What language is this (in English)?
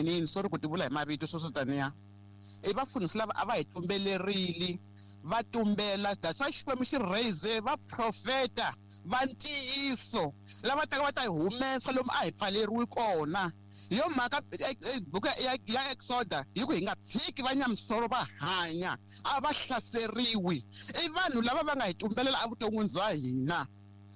Tsonga